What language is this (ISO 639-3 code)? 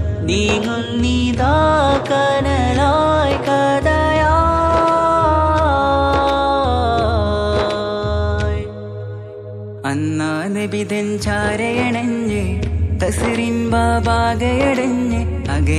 mal